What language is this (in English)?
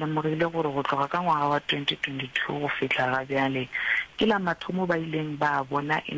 Northern Sotho